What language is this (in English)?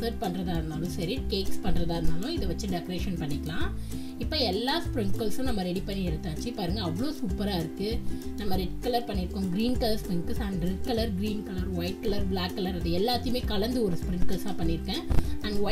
Tamil